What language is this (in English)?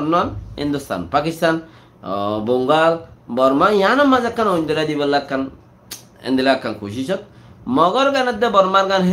Rohingya